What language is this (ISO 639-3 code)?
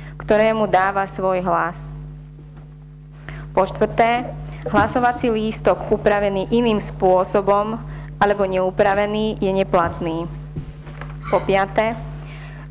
slk